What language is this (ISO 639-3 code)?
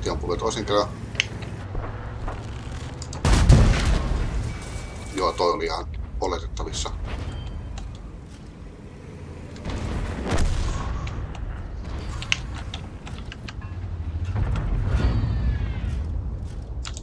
fin